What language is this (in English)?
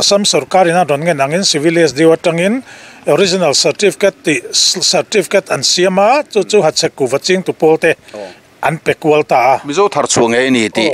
Mizo